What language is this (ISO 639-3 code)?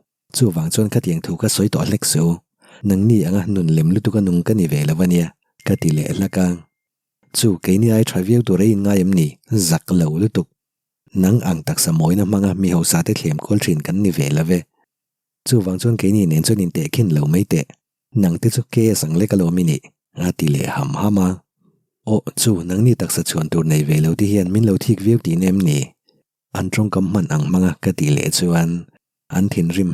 lus